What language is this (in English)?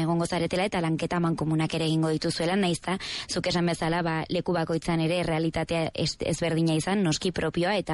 Basque